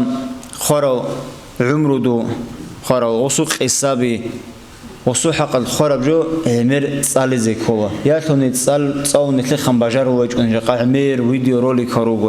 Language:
Avaric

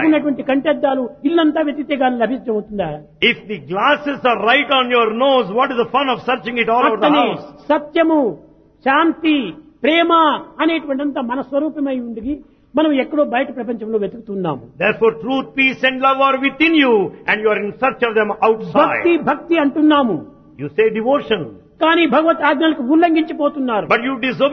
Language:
Telugu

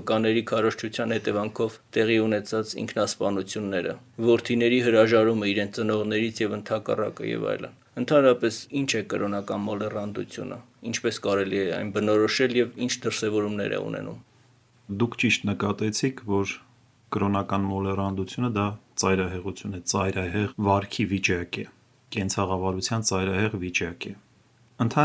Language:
Armenian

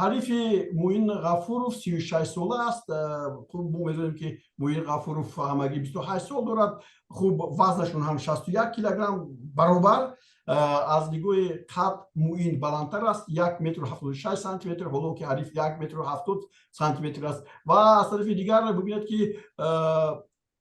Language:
Tajik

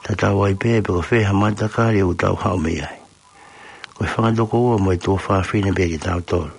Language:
Tongan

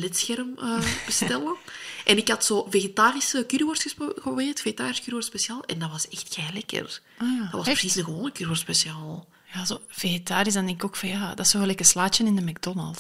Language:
Dutch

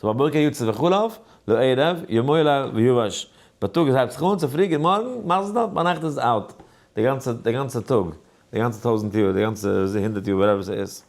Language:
Yiddish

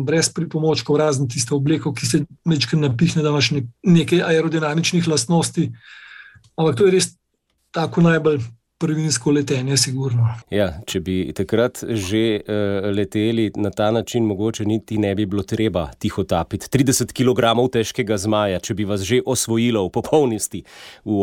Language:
Slovenian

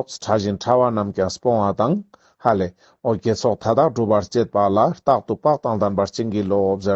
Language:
Ladakhi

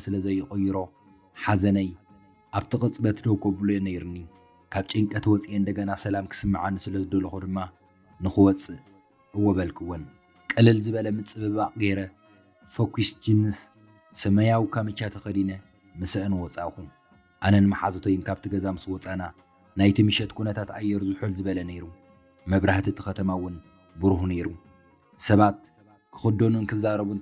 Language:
Tigrinya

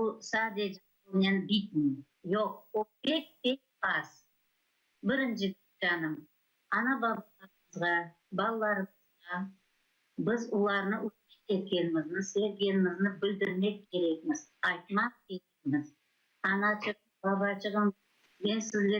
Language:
Crimean Tatar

